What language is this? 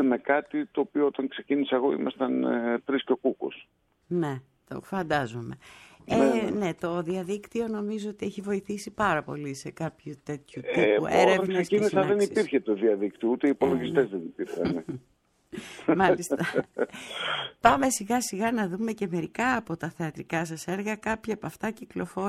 Greek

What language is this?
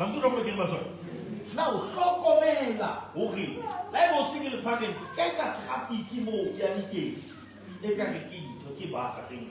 Southern Sotho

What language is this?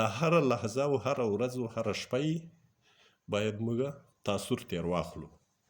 Pashto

